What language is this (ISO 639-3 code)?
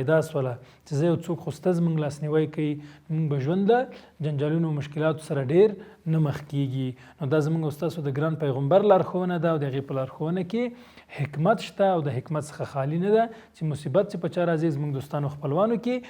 pus